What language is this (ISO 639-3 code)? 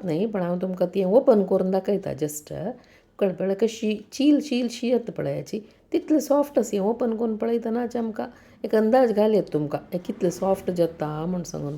kok